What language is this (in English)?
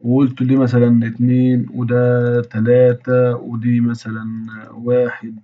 Egyptian Arabic